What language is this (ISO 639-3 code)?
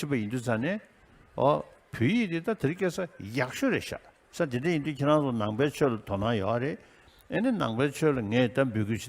bod